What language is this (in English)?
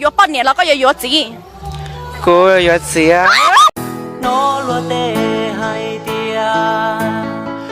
Hmong